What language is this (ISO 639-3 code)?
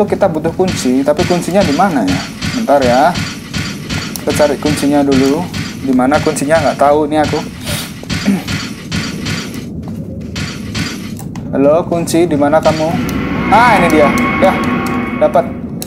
ind